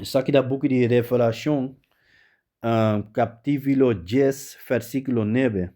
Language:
Papiamento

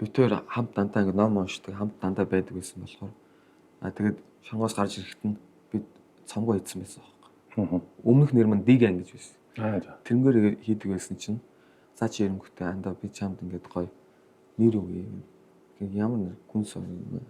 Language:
Mongolian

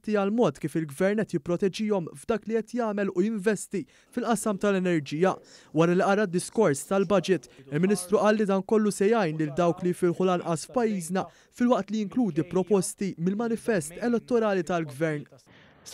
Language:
Maltese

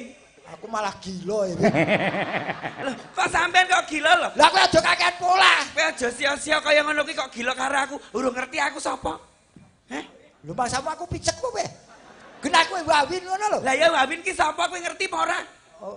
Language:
Javanese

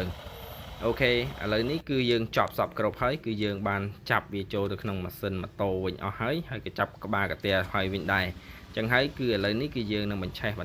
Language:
Khmer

